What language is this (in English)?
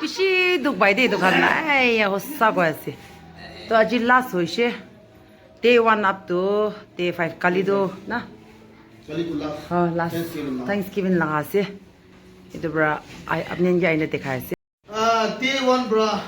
Naga Pidgin